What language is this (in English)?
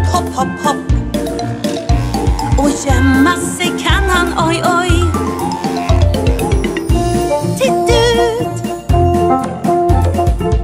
Swedish